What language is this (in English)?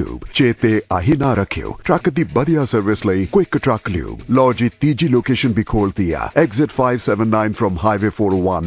Punjabi